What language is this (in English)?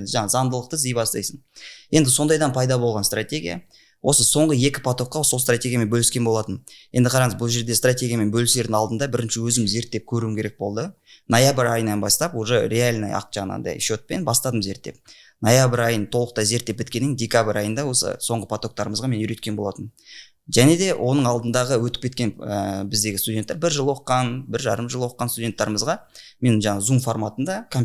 Kazakh